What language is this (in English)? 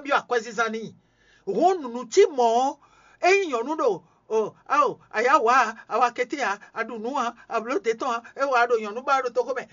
Fon